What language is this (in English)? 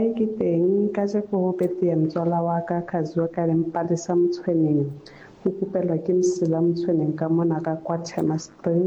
Southern Sotho